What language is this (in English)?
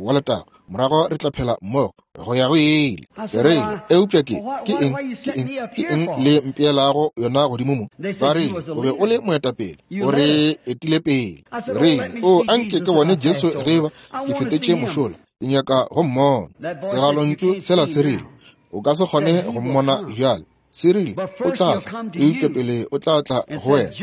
Northern Sotho